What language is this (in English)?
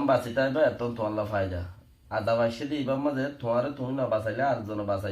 Rohingya